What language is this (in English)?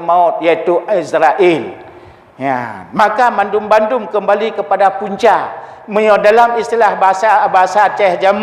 Achinese